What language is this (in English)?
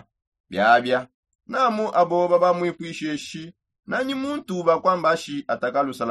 Songe